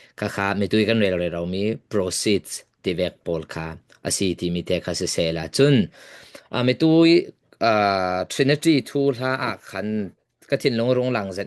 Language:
Falam Chin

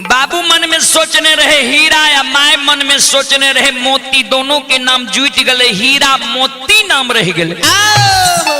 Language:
Maithili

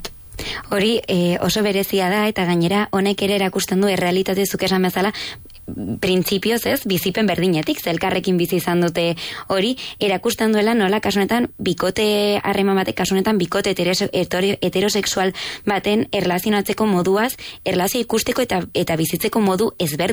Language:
Basque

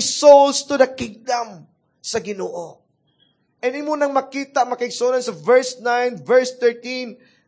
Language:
Cebuano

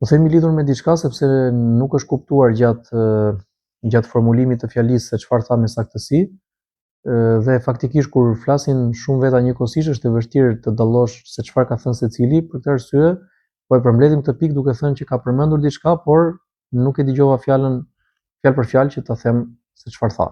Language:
Albanian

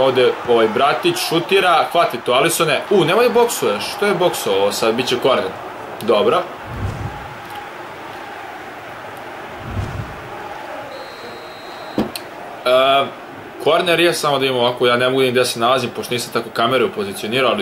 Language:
Serbian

